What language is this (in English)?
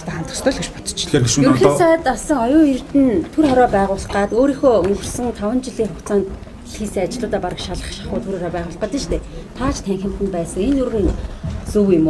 Mongolian